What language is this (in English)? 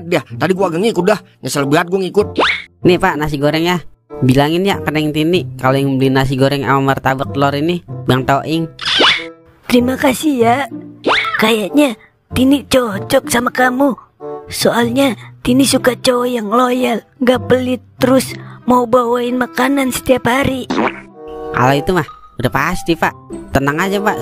Betawi